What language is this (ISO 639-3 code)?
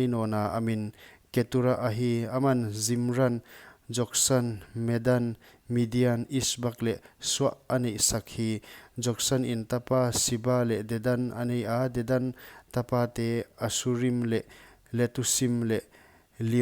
pck